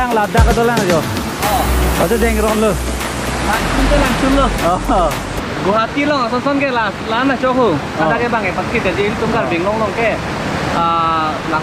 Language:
Karbi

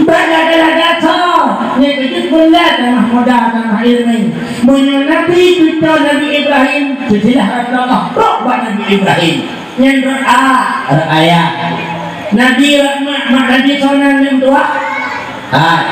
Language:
Achinese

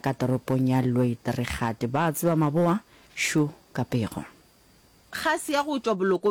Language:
Northern Sotho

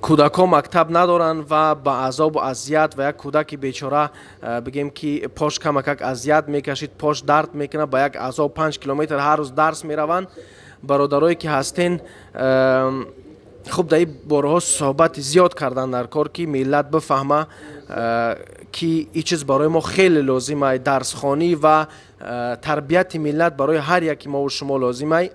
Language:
Tajik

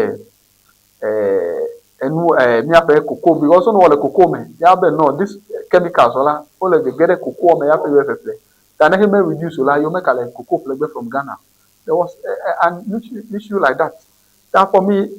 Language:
Ewe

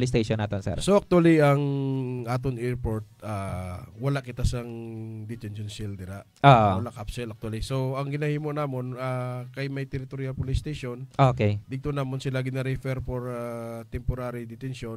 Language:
Hiligaynon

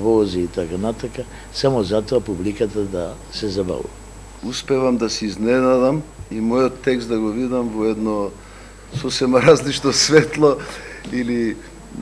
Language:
Macedonian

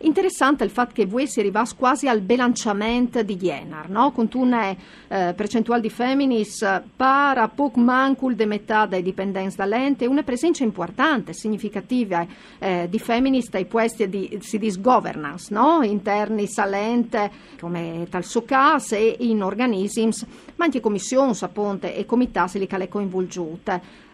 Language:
Friulian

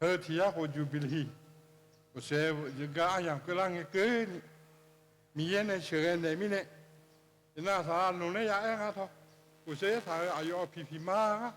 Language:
Akha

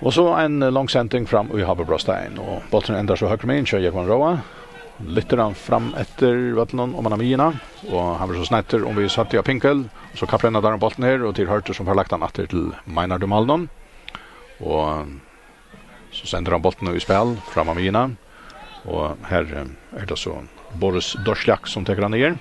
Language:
Faroese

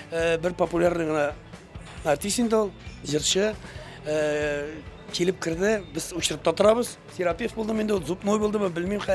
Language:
Tatar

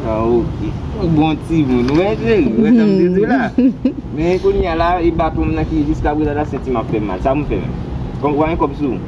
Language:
Haitian Creole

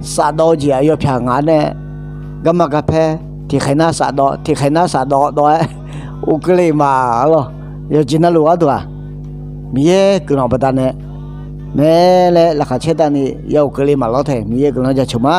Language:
Akha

